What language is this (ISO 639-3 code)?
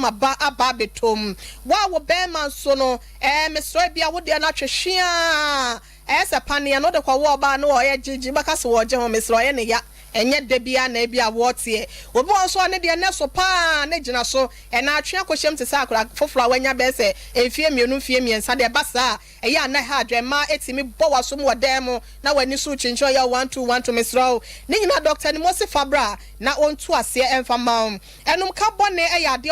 aka